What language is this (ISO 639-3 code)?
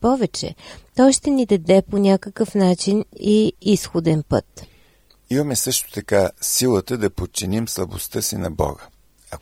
bul